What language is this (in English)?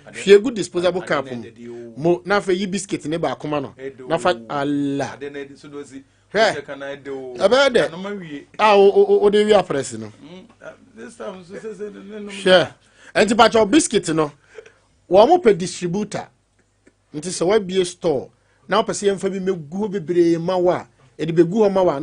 Akan